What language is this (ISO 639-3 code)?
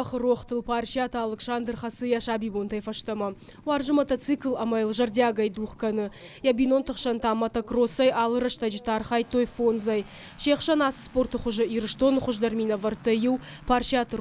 oss